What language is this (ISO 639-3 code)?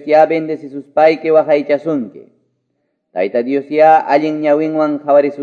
que